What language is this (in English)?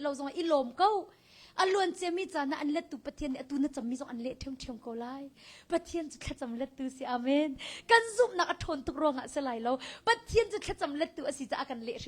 Hakha Chin